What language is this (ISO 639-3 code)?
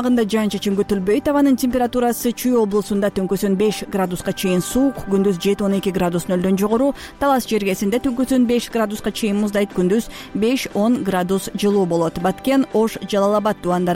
kir